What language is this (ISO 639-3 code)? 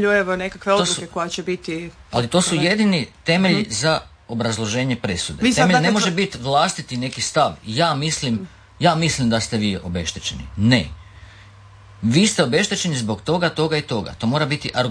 hrv